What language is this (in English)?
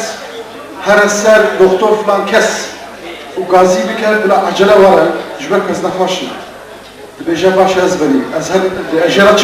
Kurdish